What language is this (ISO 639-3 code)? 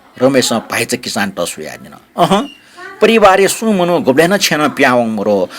new